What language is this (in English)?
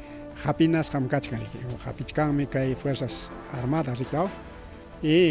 Ayacucho Quechua